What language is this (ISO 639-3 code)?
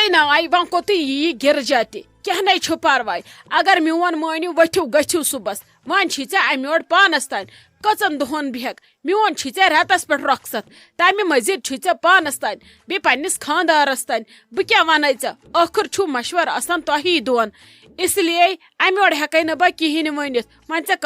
kas